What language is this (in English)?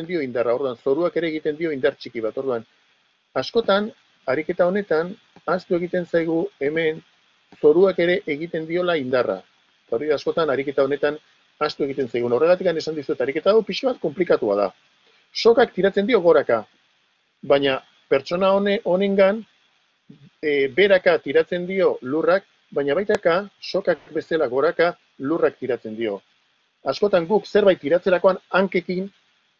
Basque